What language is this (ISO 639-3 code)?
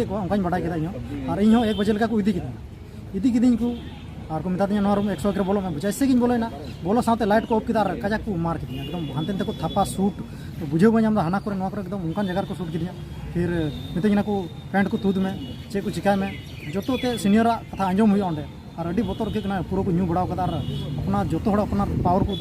sat